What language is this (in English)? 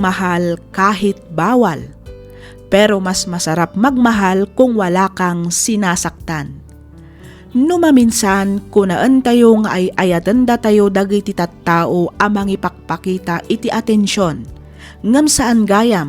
Iloko